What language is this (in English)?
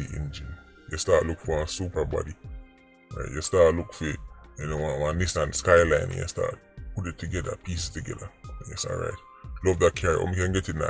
Jamaican Creole English